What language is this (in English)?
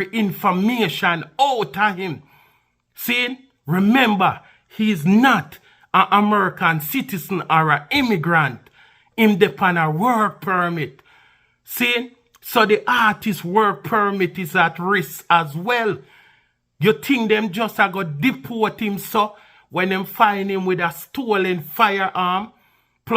Jamaican Creole English